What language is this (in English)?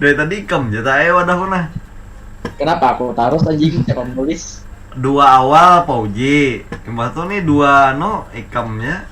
Banjar